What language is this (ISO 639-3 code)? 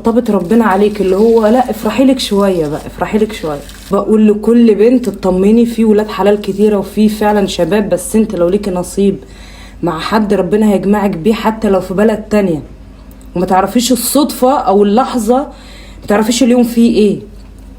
arz